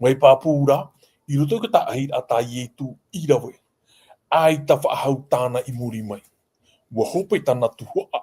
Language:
Tahitian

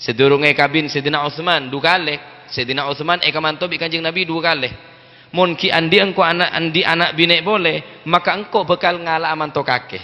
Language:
Madurese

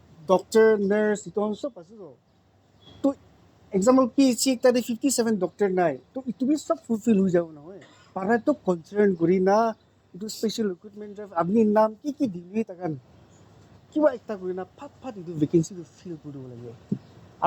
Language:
Naga Pidgin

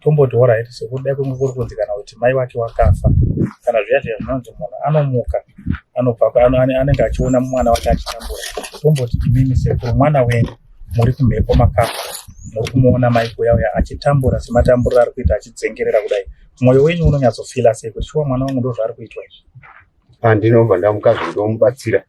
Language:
Shona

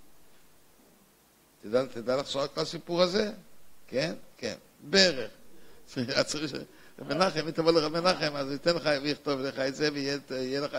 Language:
Hebrew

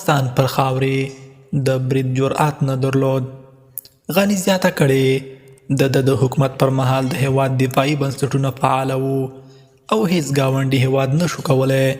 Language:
Pashto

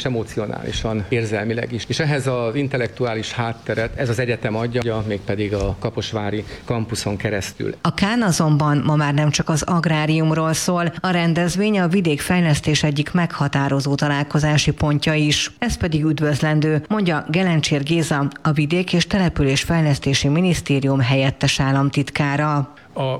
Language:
Hungarian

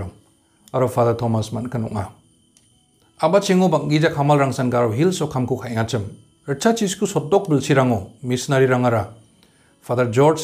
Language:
Garo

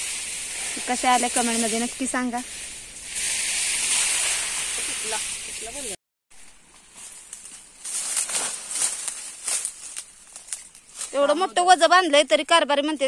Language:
Marathi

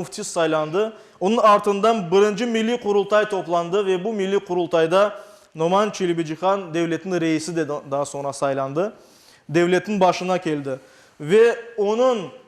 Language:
Crimean Tatar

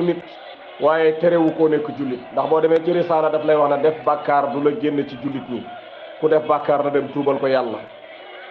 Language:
Wolof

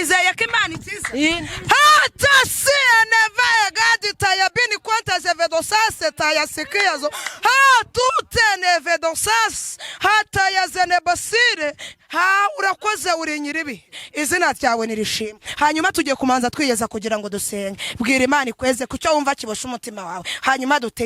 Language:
Kinyarwanda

